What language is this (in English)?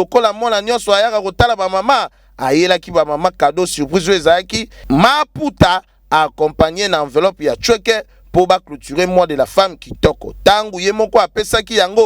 Lingala